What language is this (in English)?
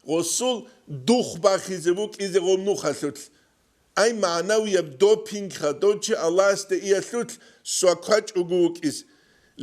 Avaric